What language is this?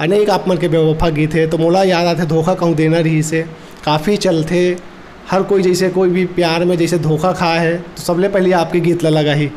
Chhattisgarhi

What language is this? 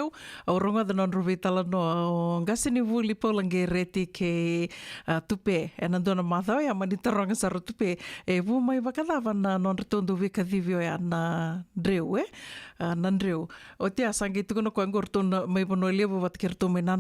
Fijian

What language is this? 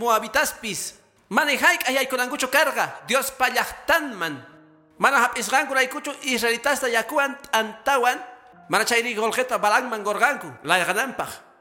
Quechua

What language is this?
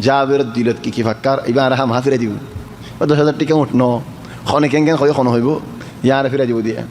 Rohingya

